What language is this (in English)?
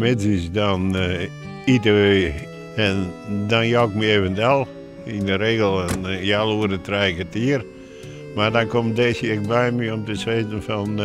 Western Frisian